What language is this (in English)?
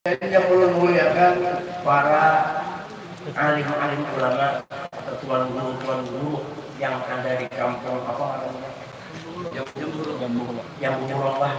Banjar